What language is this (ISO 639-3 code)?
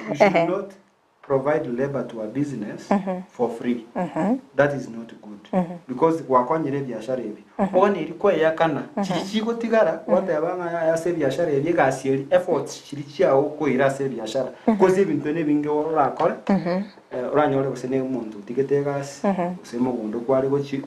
guz